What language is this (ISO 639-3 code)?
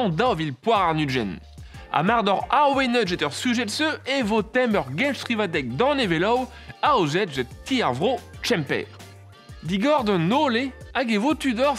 bre